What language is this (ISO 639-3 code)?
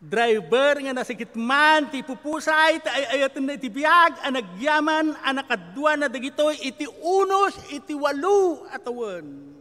ilo